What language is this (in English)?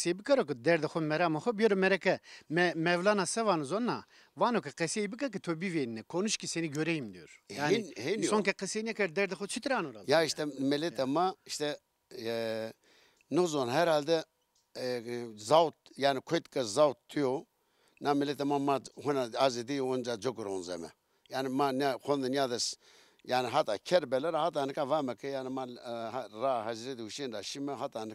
Zaza